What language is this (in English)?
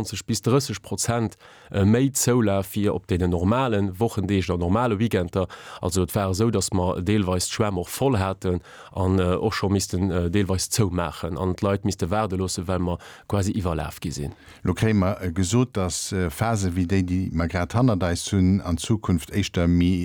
Luxembourgish